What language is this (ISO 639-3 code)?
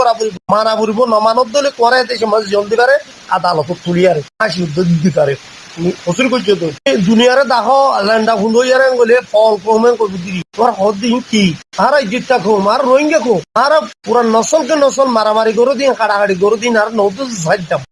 rhg